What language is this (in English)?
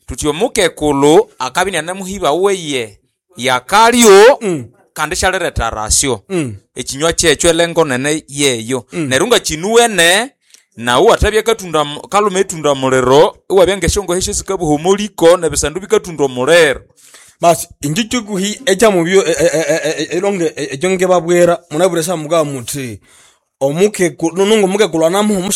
Nande